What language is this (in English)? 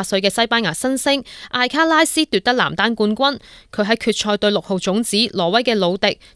Cantonese